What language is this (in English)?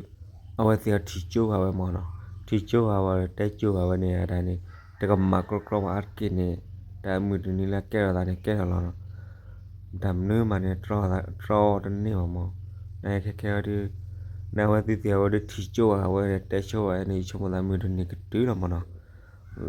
S'gaw Karen